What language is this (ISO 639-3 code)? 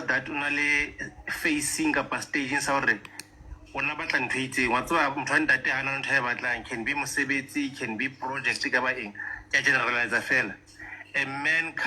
sot